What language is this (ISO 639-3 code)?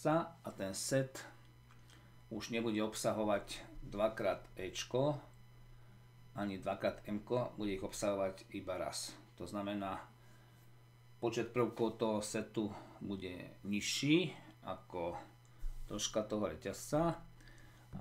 slk